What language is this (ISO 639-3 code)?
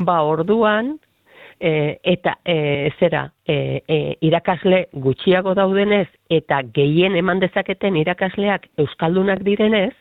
eus